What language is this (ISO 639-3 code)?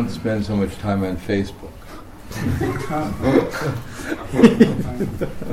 bul